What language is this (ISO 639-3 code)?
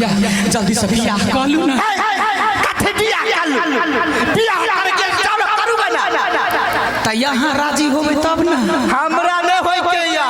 mai